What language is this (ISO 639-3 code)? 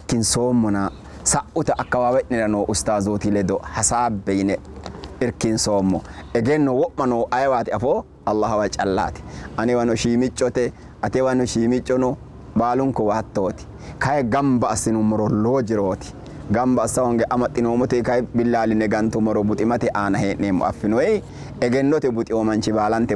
sid